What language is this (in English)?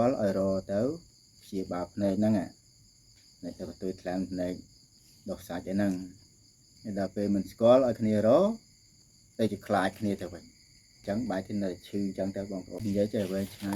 Khmer